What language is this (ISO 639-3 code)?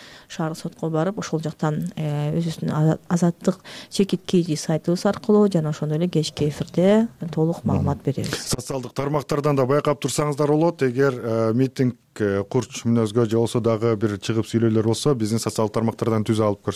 kir